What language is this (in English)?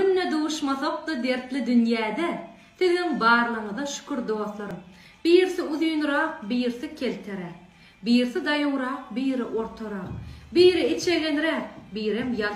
Turkmen